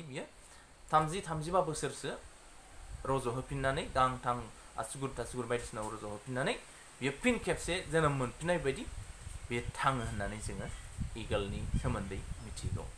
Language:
Bodo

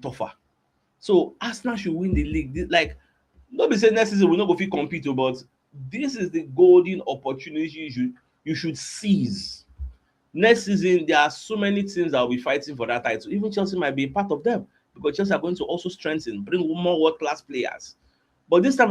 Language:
Nigerian Pidgin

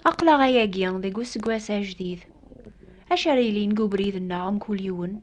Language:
Kabyle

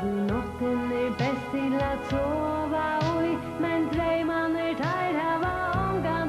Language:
Faroese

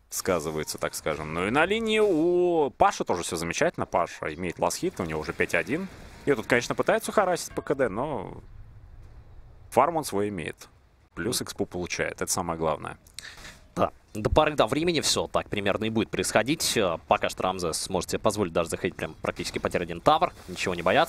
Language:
Russian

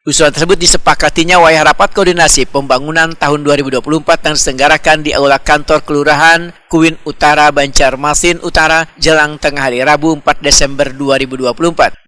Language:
Banjar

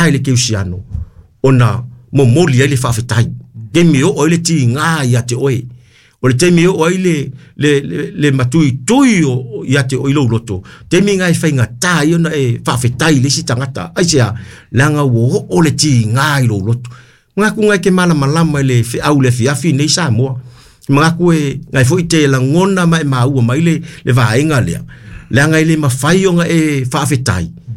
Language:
Samoan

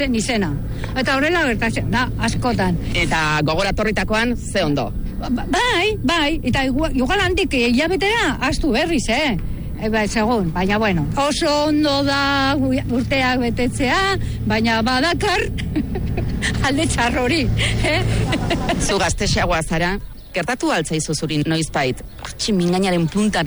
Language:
Basque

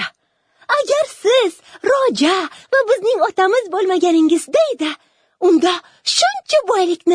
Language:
Uzbek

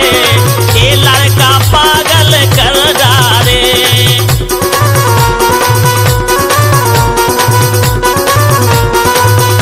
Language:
Bundeli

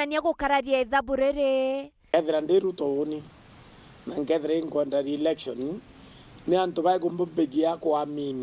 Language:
Meru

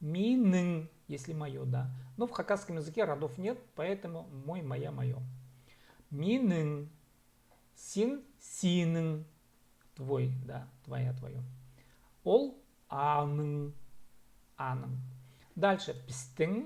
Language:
Khakas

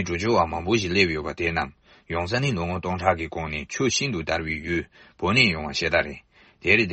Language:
Tibetan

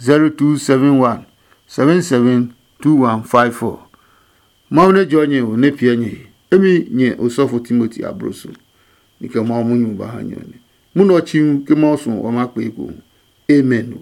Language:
Adangme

